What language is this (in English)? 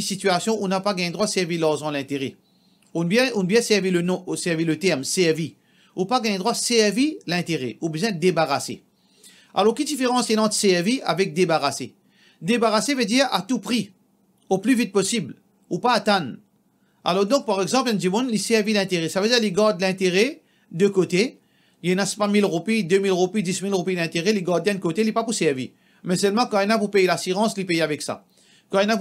Morisyen